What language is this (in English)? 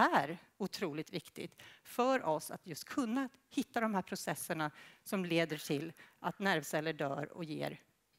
Swedish